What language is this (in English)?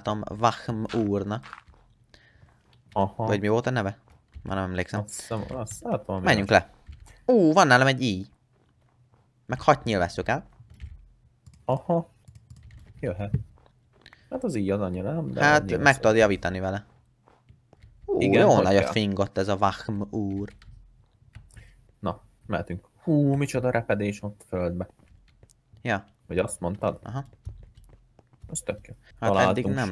Hungarian